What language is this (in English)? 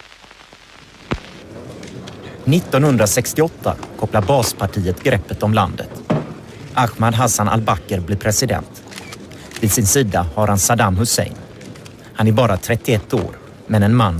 Swedish